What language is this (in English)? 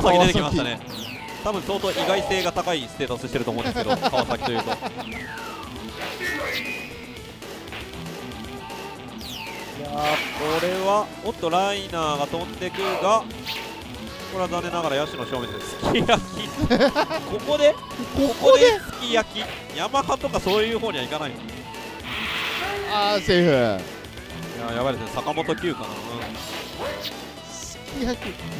Japanese